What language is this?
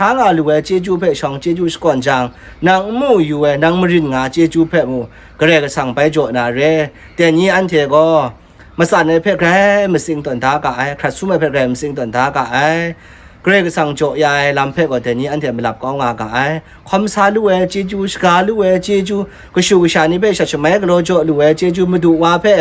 Kachin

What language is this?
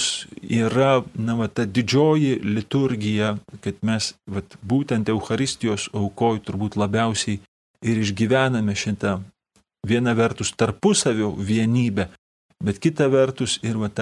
Lithuanian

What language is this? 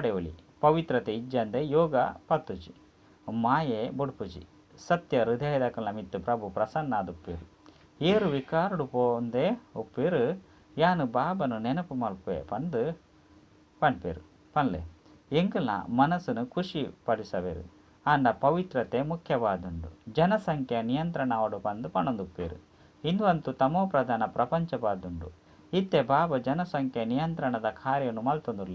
Tulu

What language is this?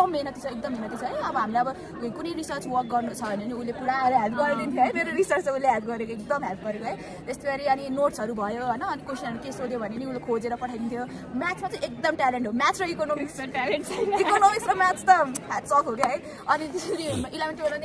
Nepali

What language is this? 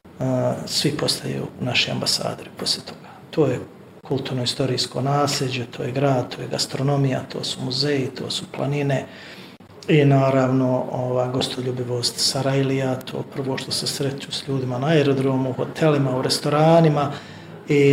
Bosnian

